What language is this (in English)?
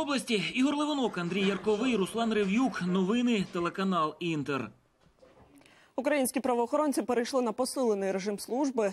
Ukrainian